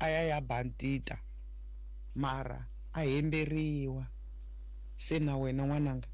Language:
Tsonga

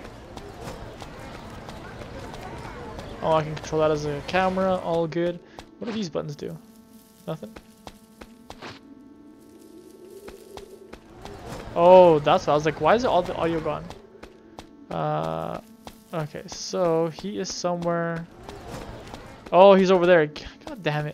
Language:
English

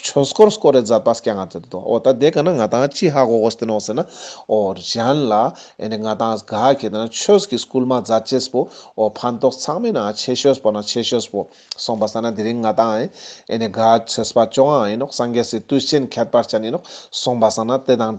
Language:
Ladakhi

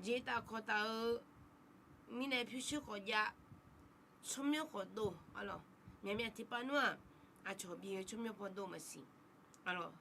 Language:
Akha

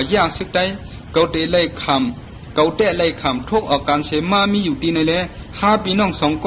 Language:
Shan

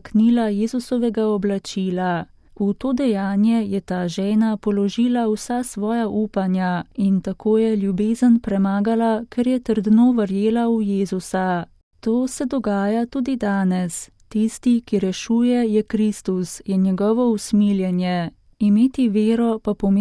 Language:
Slovenian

